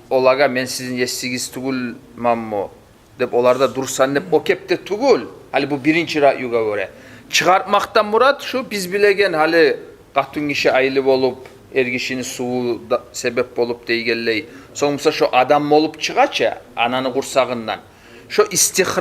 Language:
Kumyk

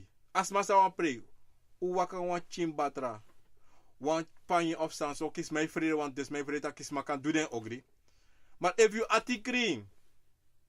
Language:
Sranan Tongo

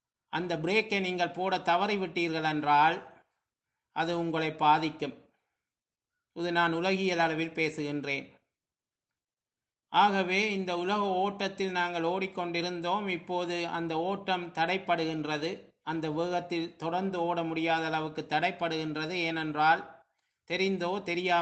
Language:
Tamil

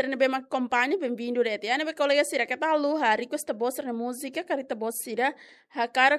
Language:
Tetum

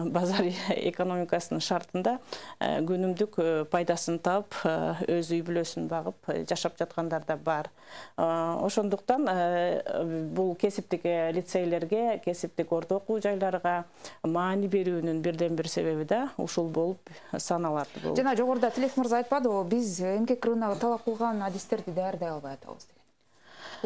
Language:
Kyrgyz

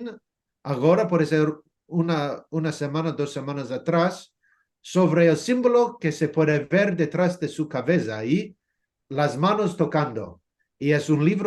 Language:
Ladino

